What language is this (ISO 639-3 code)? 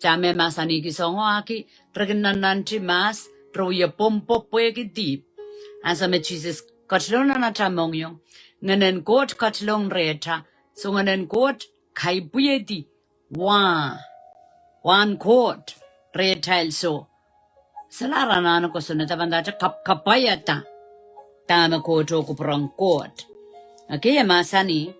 pon